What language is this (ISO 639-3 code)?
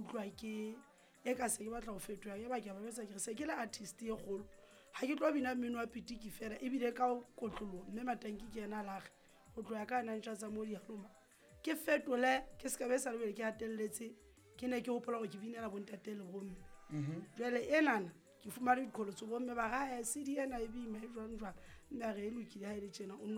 sot